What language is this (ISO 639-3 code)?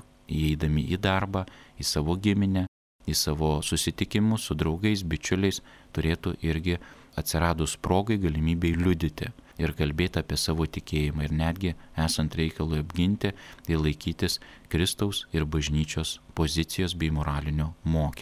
lit